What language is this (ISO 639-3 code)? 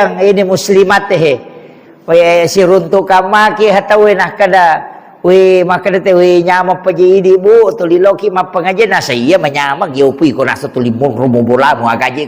bug